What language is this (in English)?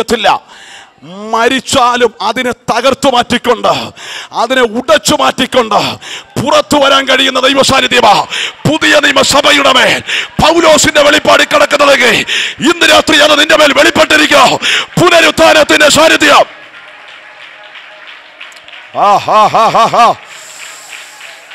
Malayalam